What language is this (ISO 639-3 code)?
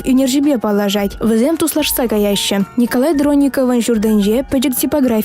chv